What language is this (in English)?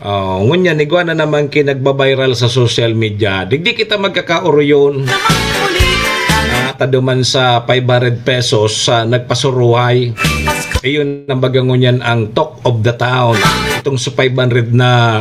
Bikol